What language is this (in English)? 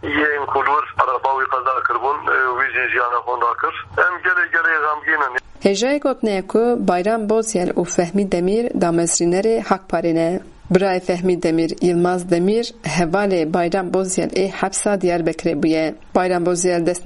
Kurdish